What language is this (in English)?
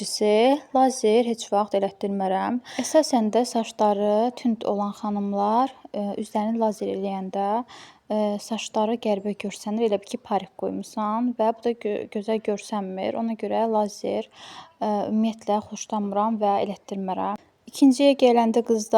Azerbaijani